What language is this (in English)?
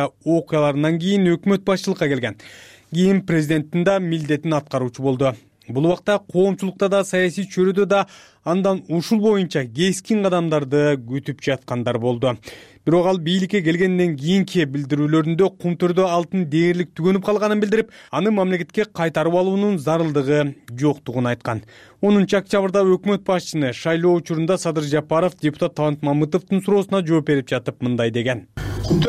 Kyrgyz